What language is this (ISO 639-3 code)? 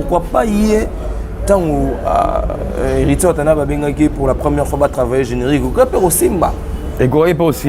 lin